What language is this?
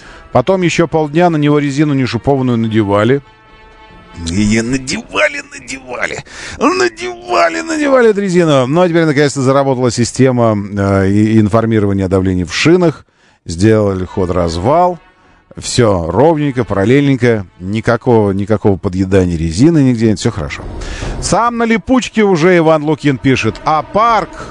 Russian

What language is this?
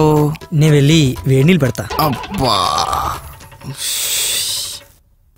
Telugu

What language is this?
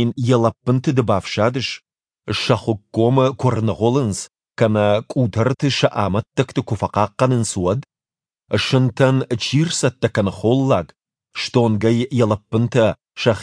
Ossetic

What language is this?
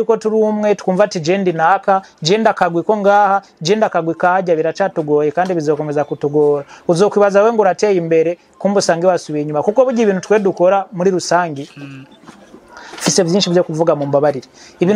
Rundi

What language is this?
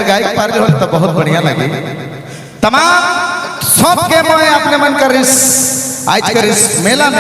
Sadri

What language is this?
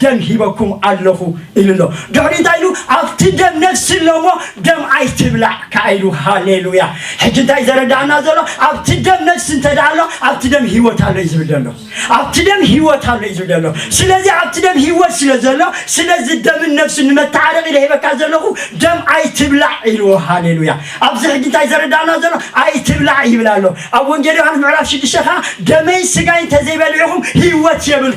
Tigrinya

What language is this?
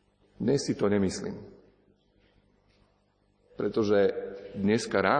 Slovak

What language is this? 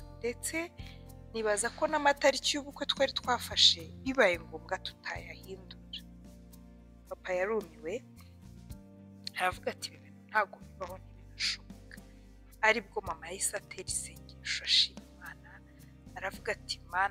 Kinyarwanda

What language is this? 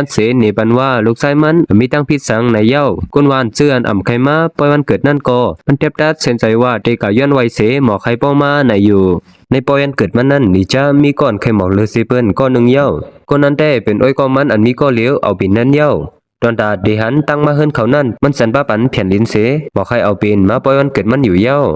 Shan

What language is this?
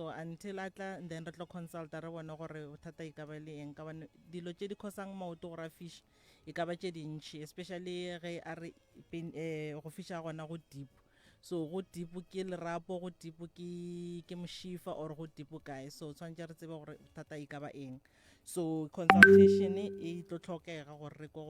Northern Sotho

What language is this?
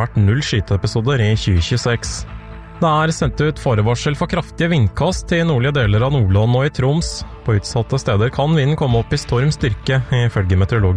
Norwegian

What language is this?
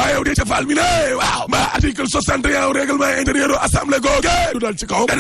Wolof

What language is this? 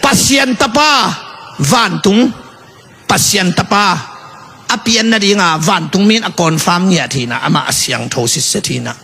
Tedim Chin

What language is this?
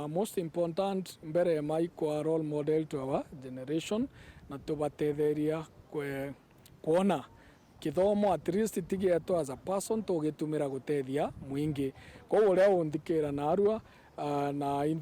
Meru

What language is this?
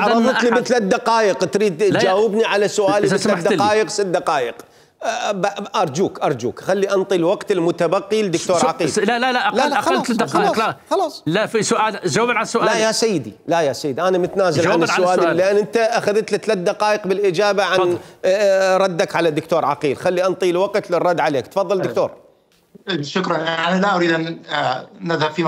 Mesopotamian Arabic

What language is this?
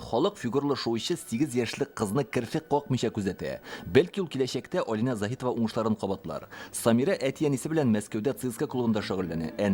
Tatar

